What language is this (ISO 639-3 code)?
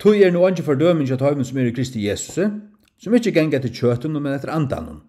fao